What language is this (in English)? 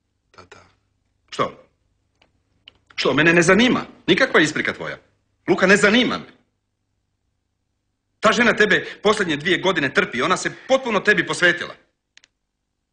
Croatian